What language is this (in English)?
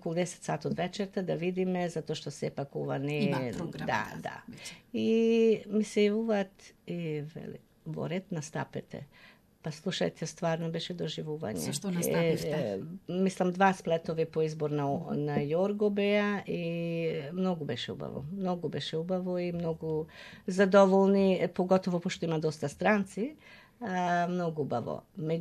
Macedonian